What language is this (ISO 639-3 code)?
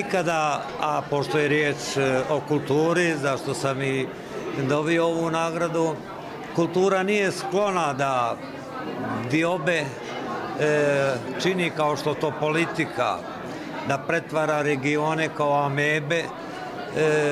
bos